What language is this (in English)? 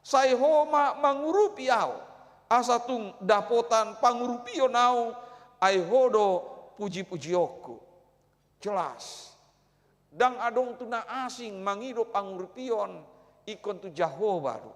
Batak Toba